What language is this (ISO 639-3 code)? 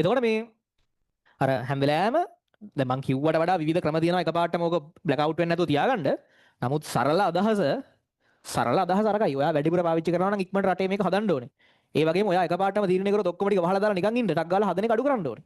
sin